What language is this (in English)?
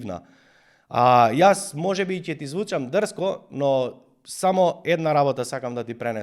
Macedonian